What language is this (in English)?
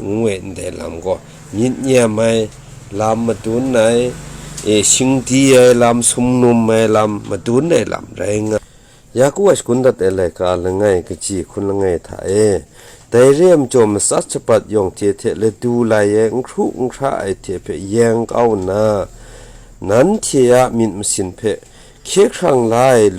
Kachin